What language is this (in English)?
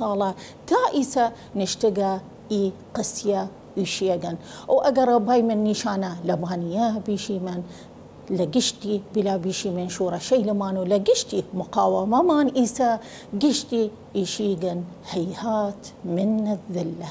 Southern Kurdish